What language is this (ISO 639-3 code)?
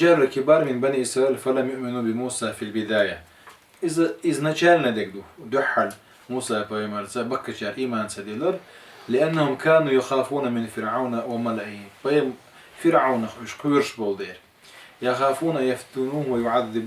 che